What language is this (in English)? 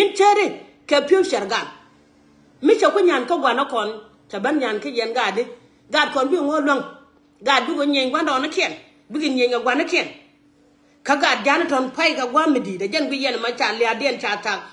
Nuer